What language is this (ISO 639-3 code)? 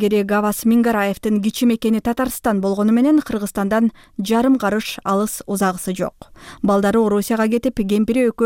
kir